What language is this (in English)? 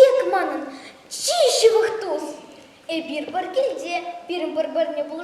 Chuvash